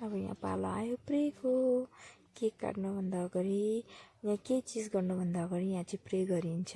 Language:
Nepali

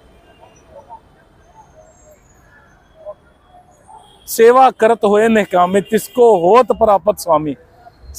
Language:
Punjabi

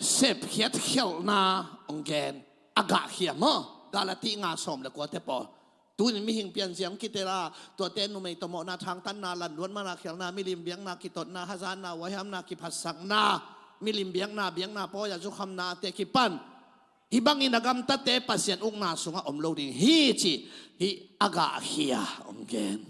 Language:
Tedim Chin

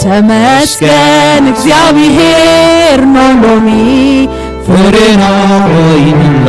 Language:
Tigrinya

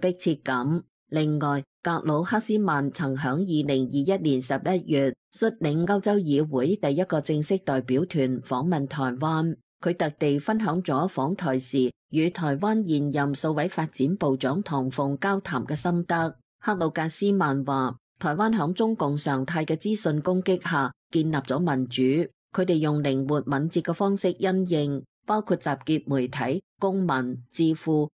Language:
Cantonese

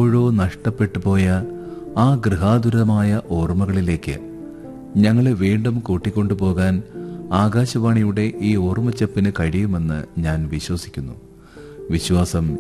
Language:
Malayalam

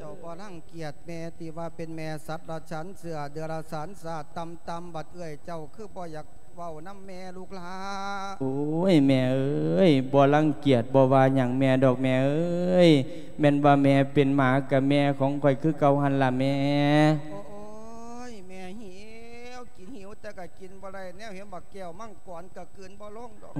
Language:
Lao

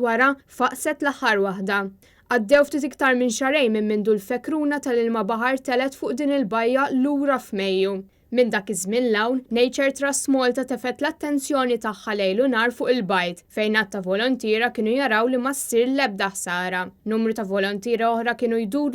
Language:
Maltese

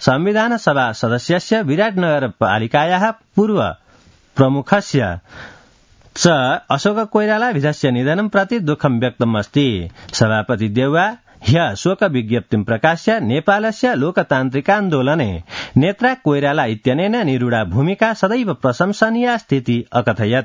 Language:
Sanskrit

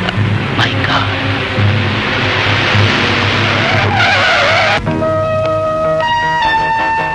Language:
Kannada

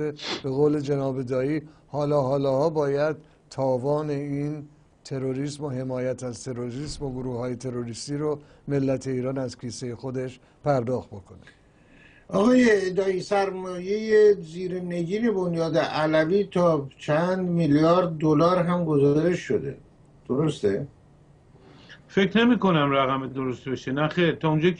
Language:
Persian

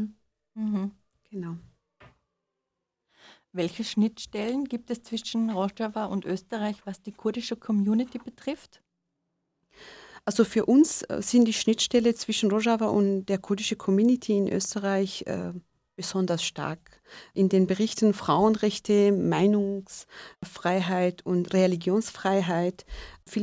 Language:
German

